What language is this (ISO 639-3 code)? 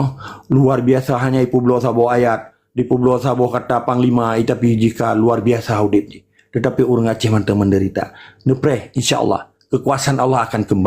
ace